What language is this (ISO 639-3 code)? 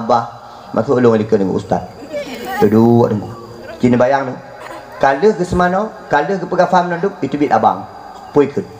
ace